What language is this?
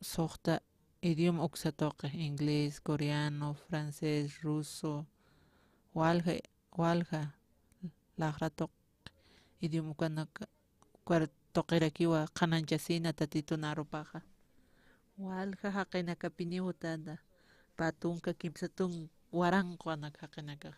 Aymara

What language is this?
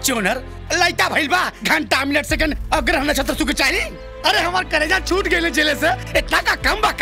Bhojpuri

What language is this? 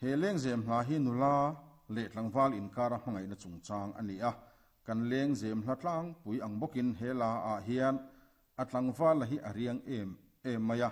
Mizo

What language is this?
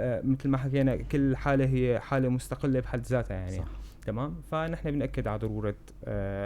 North Levantine Arabic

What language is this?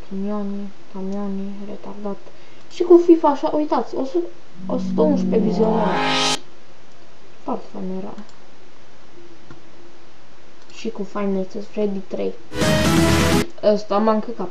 Romanian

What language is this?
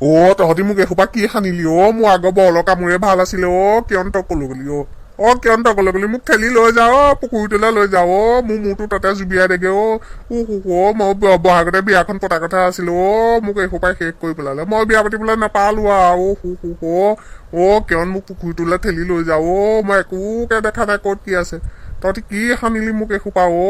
Assamese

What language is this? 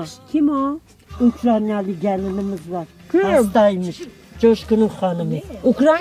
Turkish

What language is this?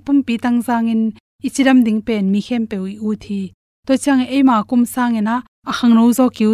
Tedim Chin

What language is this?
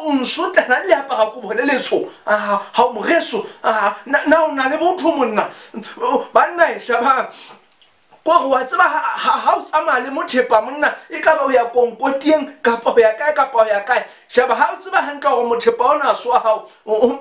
Southern Sotho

